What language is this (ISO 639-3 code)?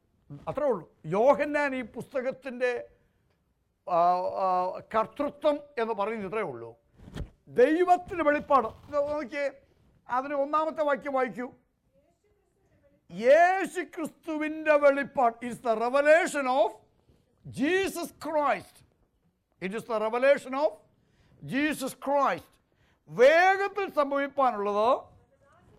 mal